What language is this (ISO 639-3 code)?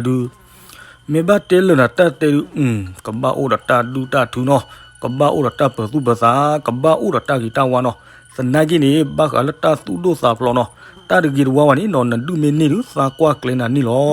ksw